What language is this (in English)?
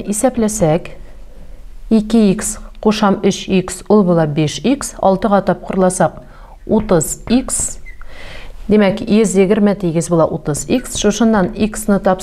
Tatar